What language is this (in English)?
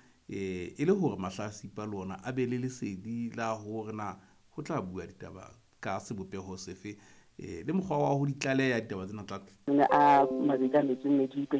Southern Sotho